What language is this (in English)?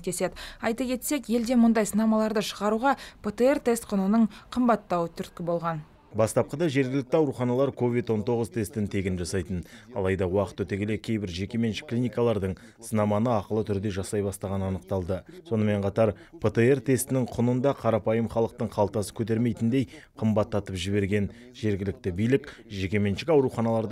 Kazakh